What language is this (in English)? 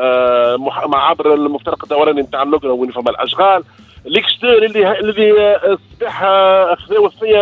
Tunisian Arabic